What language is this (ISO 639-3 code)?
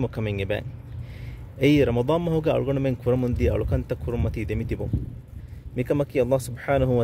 div